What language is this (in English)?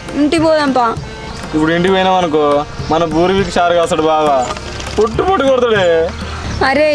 Telugu